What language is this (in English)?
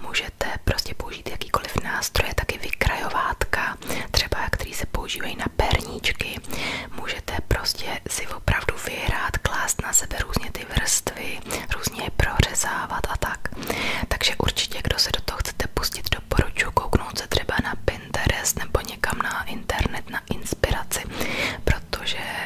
Czech